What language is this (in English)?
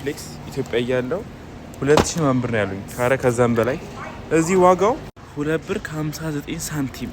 Amharic